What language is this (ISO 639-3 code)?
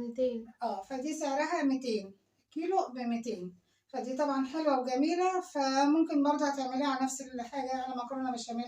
arz